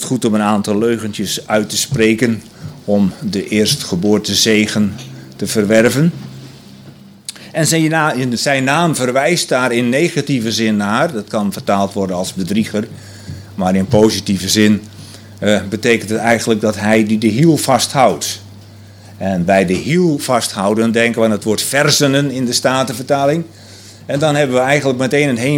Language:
Dutch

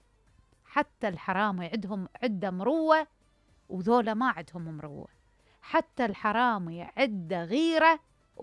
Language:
Mesopotamian Arabic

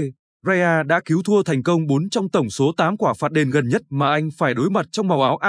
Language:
Vietnamese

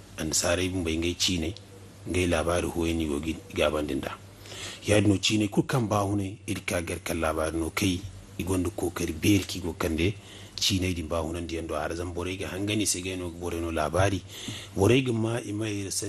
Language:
Zarma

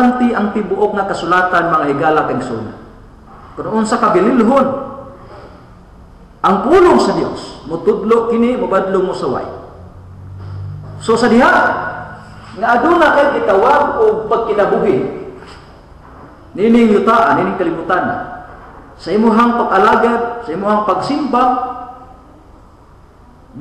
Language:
Cebuano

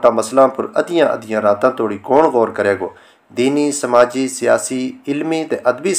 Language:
Gujari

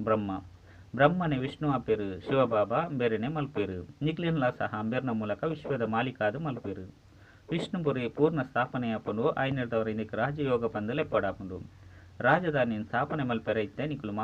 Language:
Tulu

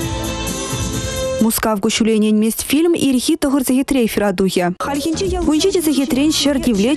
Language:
Chuvash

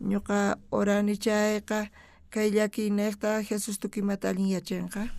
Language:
South Bolivian Quechua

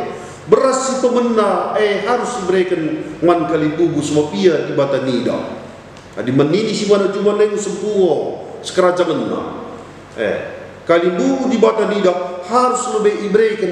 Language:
Batak Karo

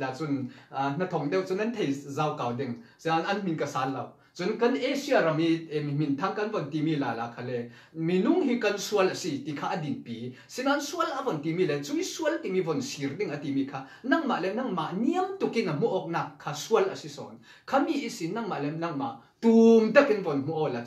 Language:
Falam Chin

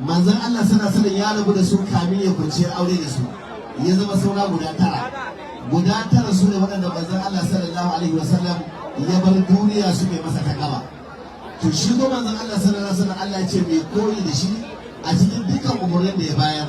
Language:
Hausa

